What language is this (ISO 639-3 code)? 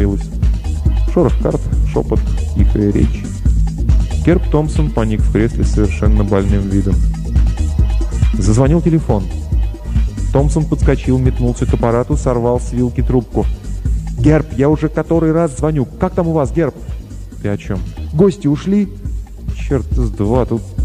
rus